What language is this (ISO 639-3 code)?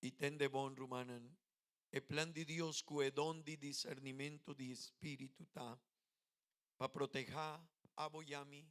pap